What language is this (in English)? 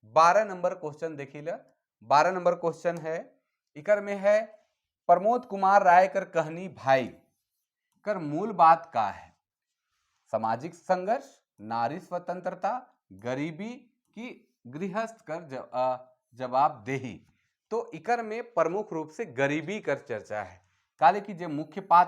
Sadri